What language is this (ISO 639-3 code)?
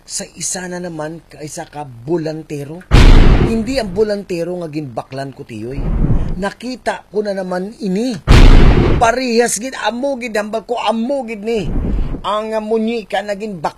hil